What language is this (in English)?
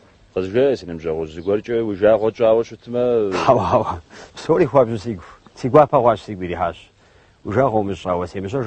Kabardian